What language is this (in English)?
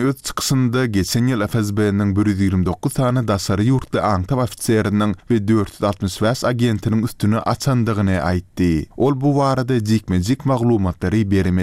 Turkmen